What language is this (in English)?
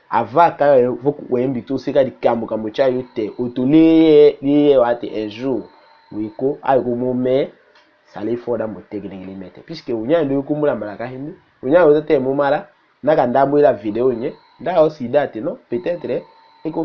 Tetela